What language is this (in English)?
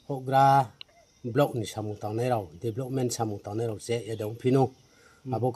Riang (India)